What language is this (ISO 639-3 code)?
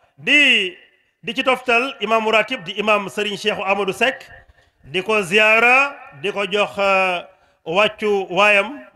wol